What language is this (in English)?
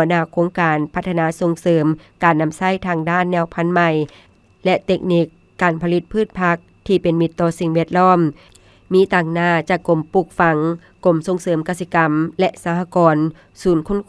Lao